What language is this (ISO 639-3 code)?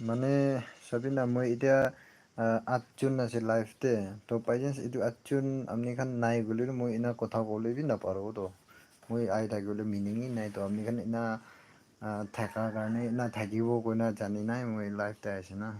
nag